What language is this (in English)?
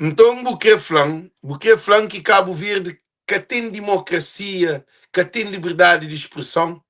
Kabuverdianu